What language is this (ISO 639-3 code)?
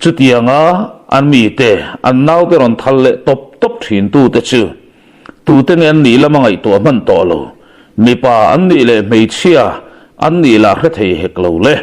lus